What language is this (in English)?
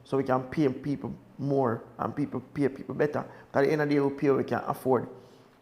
Jamaican Creole English